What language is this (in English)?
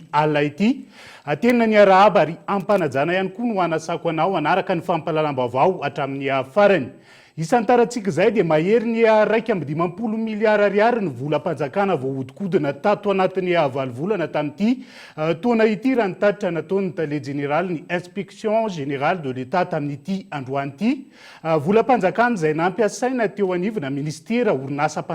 Malagasy